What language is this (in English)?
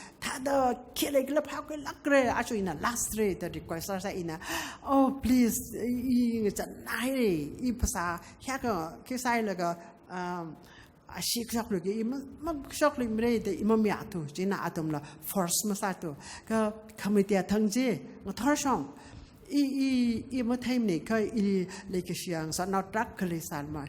Tangkhul Naga (India)